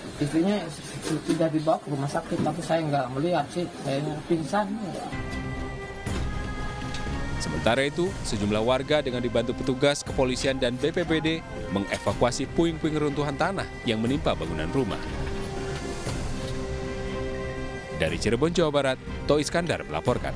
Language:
Indonesian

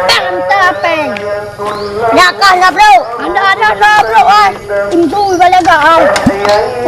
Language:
Achinese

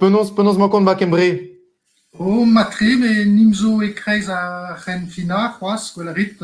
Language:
Breton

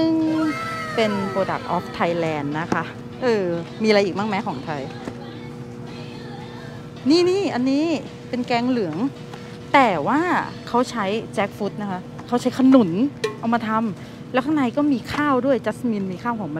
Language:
Thai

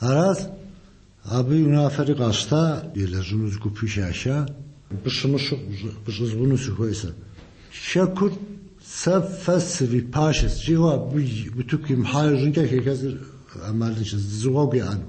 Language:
Kabardian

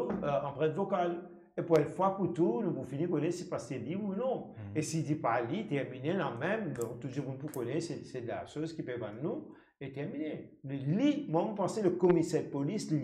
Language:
Morisyen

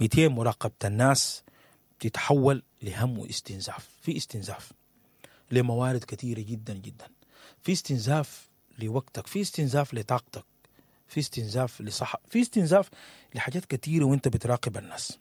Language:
Sudanese Arabic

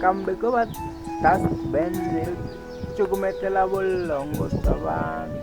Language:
Tsonga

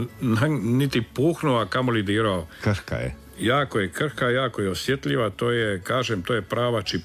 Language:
Croatian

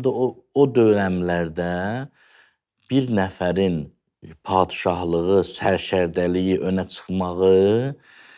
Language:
Azerbaijani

